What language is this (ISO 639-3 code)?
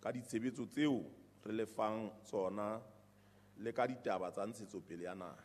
sot